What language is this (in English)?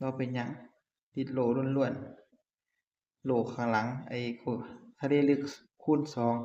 Northeastern Thai